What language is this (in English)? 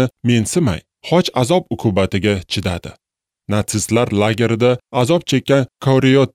Uzbek